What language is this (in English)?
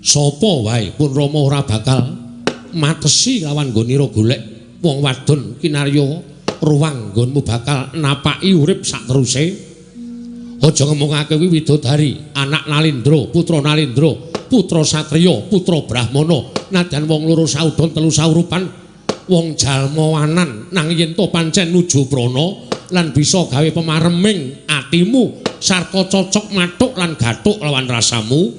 Javanese